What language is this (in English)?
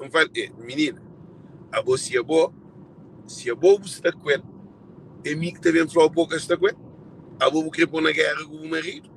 Kabuverdianu